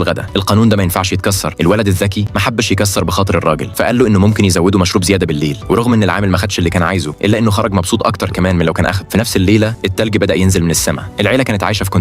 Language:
Egyptian Arabic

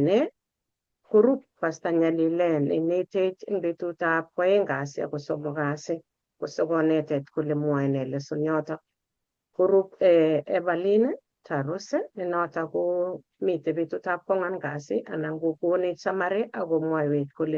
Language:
Kalenjin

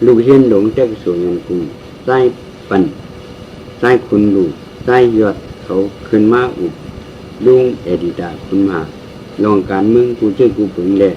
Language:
Shan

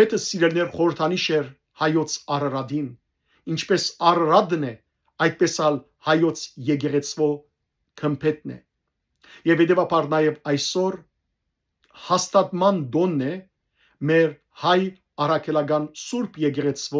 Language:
Western Armenian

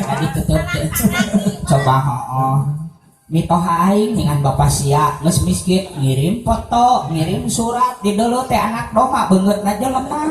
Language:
Sundanese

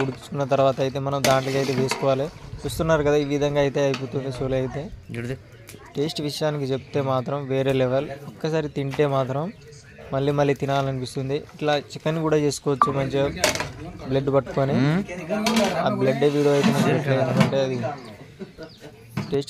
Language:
Telugu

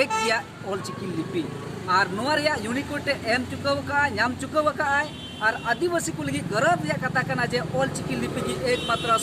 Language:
Santali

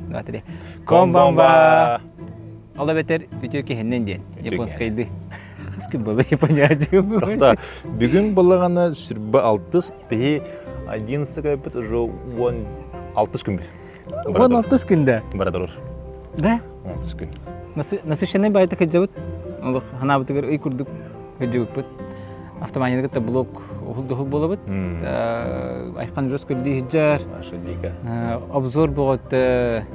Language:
Yakut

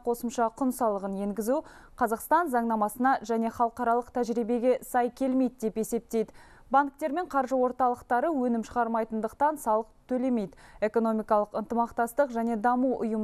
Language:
Kazakh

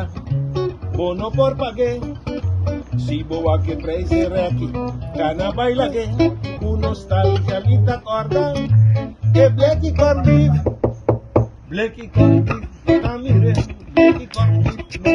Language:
Papiamento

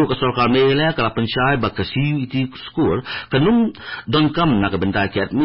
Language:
Khasi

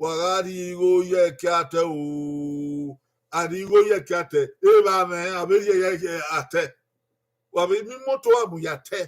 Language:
Bini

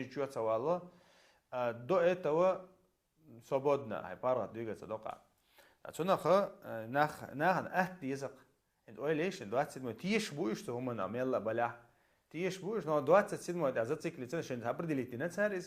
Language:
Chechen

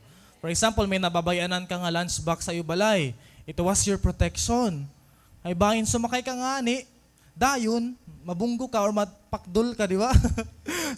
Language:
Waray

